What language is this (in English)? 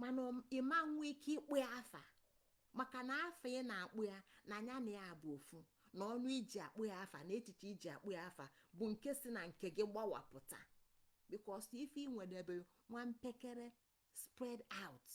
Igbo